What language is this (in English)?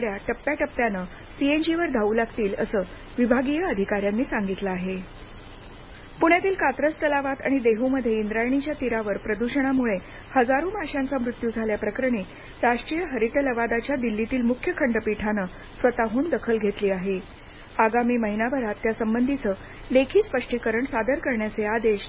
Marathi